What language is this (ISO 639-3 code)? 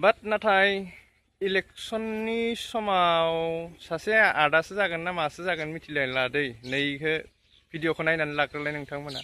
brx